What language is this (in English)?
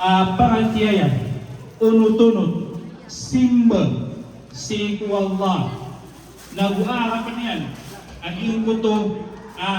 Maranao